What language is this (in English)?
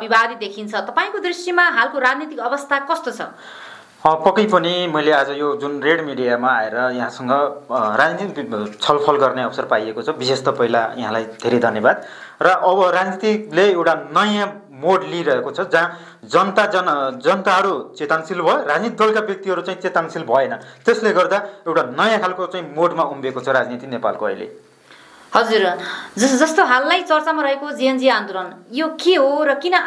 Nepali